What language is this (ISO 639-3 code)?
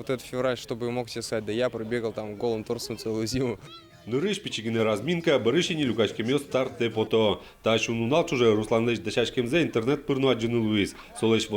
udm